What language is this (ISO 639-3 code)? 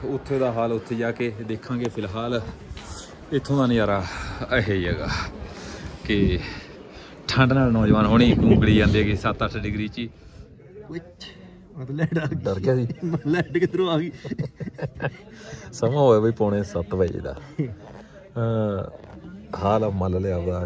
pan